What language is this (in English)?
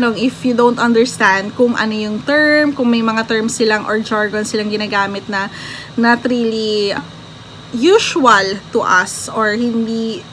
Filipino